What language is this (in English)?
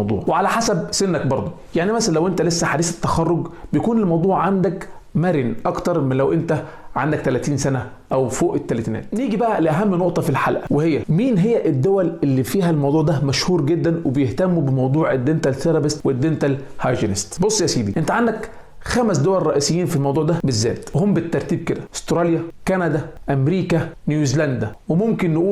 Egyptian Arabic